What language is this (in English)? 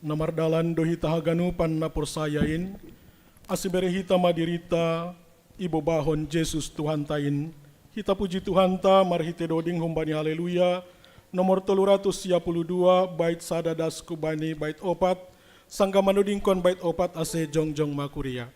Batak Simalungun